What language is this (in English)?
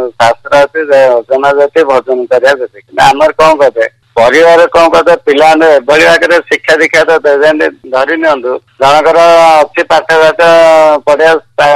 Odia